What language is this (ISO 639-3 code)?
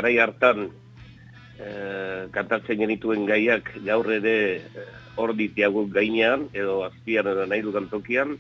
eus